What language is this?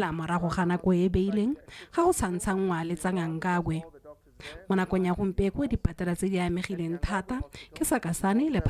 Tswana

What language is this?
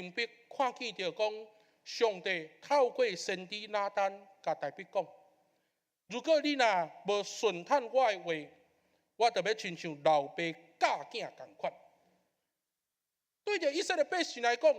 Min Nan Chinese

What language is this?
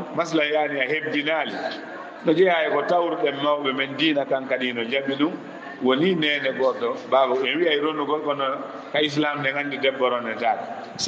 Fula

